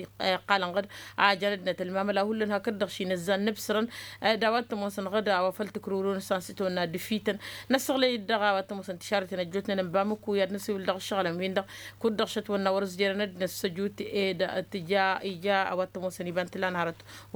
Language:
Tamasheq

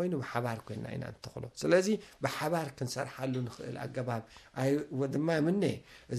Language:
Tigrinya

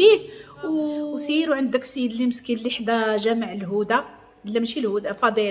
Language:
Moroccan Arabic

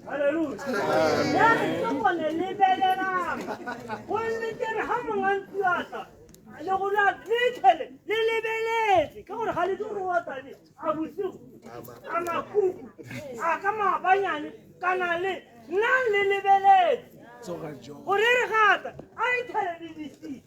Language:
Tswana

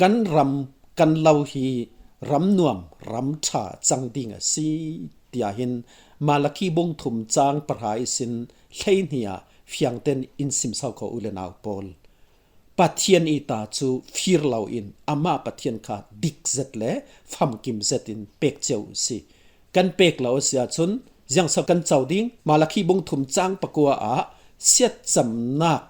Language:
Falam Chin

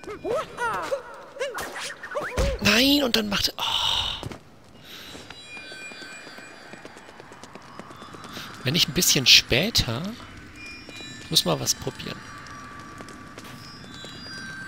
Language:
German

